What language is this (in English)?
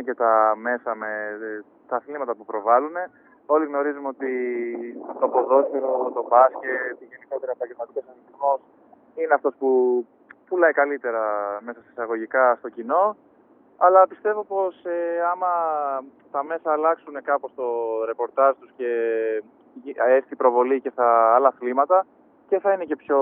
Greek